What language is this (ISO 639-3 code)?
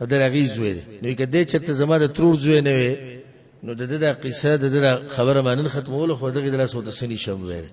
pus